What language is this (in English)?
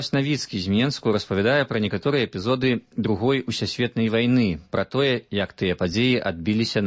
Belarusian